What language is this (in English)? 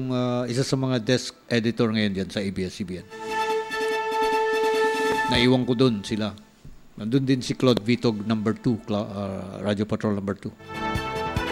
Filipino